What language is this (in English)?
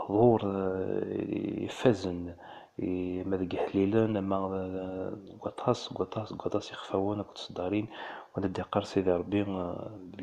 Kabyle